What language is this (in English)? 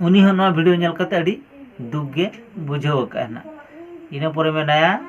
Santali